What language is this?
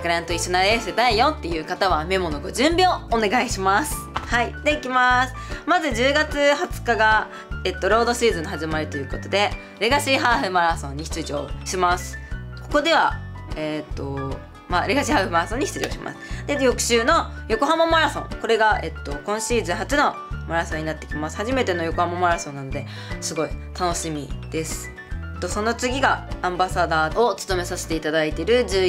Japanese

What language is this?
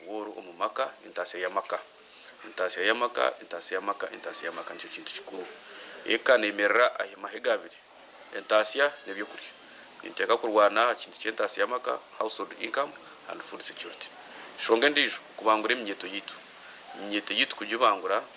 Nyankole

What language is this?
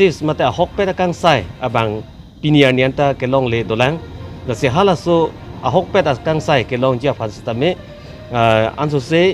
Karbi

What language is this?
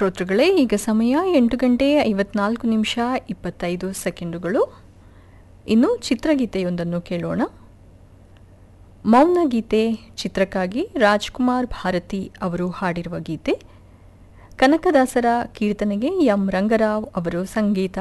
Kannada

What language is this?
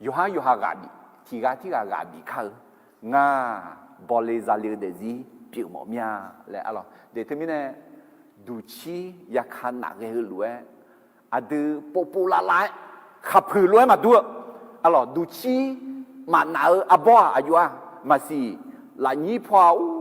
Akha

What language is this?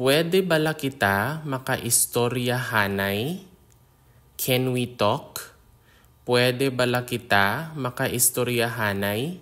Hiligaynon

